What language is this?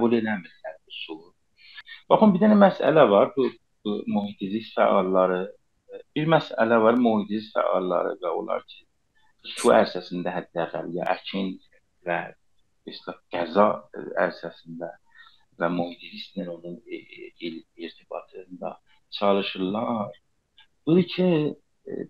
South Azerbaijani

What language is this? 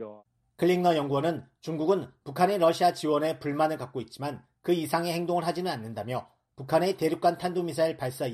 Korean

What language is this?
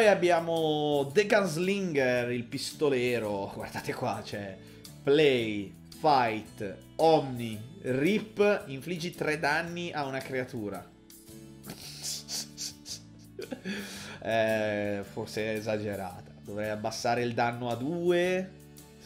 Italian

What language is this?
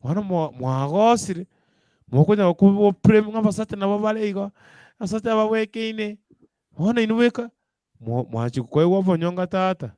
Gusii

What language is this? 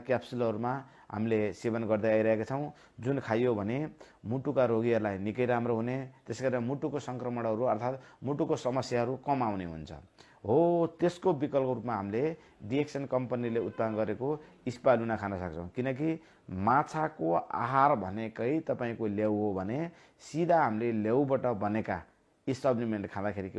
Nepali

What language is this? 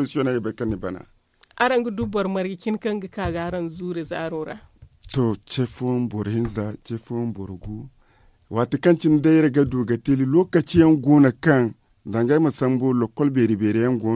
Zarma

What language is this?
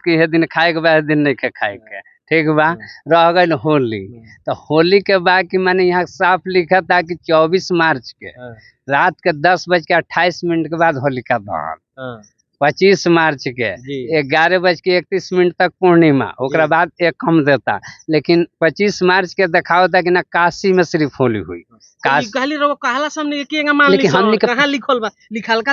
Bhojpuri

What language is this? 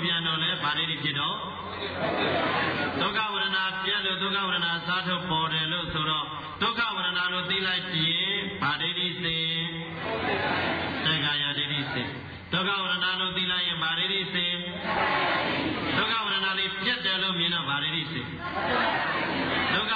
Burmese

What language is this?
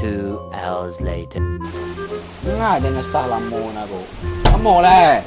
Minangkabau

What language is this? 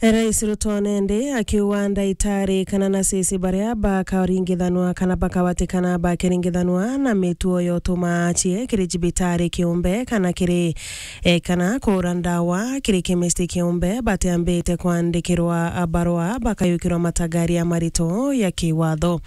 Meru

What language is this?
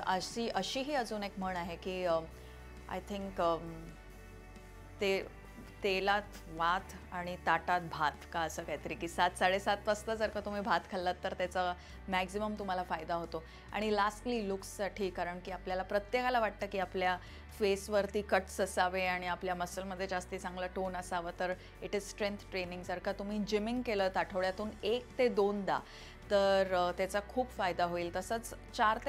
Marathi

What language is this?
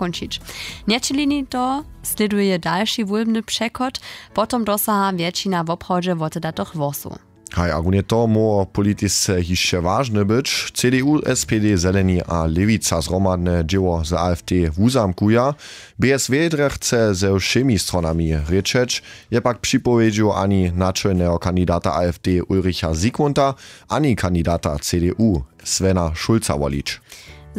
Upper Sorbian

